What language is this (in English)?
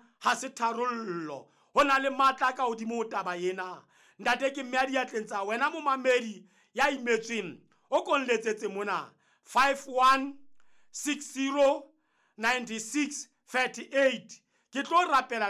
Southern Sotho